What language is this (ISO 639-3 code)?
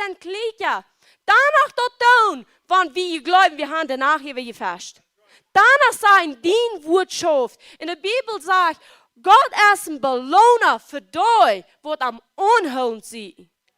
pdt